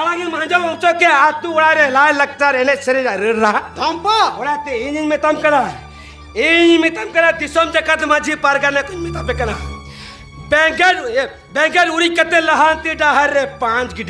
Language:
Santali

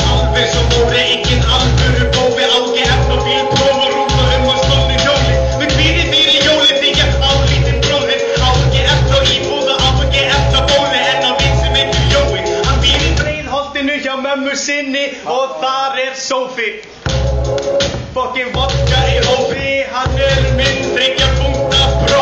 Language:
Icelandic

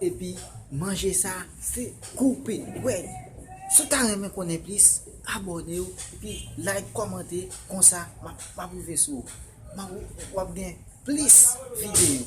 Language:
Haitian Creole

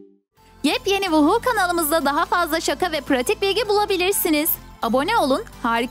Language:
Turkish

